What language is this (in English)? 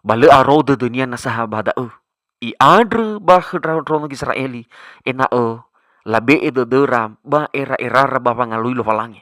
Nias